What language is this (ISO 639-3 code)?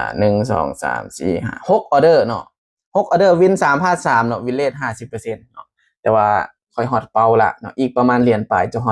lao